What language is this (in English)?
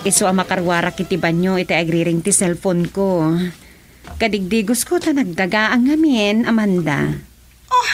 Iloko